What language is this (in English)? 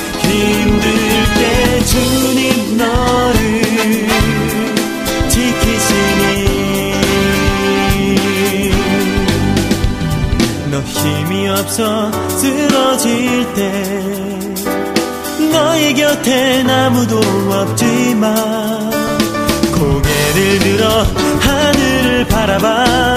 Korean